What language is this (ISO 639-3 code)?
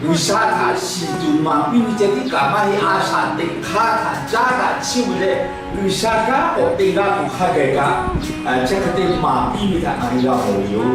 lhu